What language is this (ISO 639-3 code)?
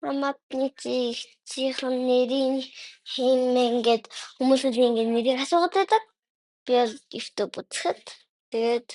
mon